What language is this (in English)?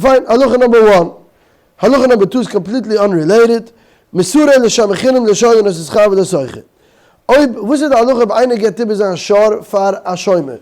Yiddish